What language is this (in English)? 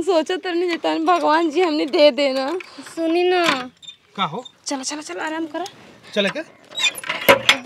Bhojpuri